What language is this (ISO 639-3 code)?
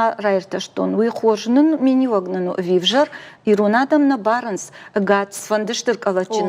oss